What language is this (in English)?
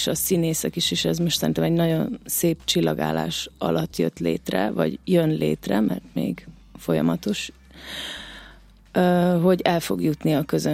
Hungarian